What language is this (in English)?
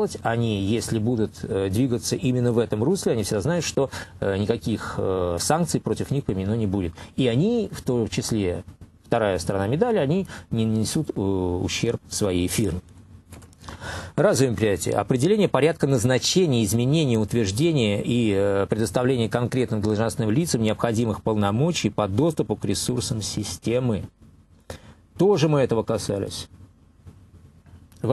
Russian